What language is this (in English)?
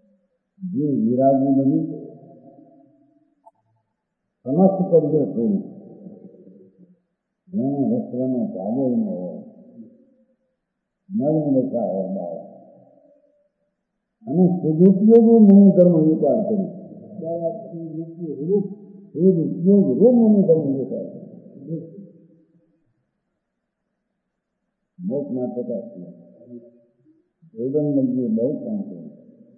Hindi